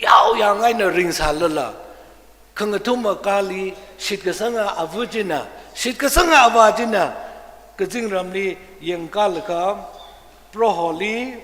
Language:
Tangkhul Naga (India)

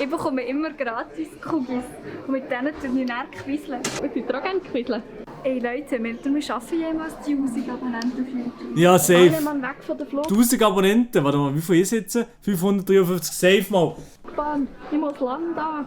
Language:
Swiss German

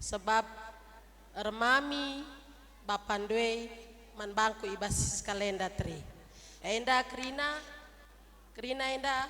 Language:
Batak Karo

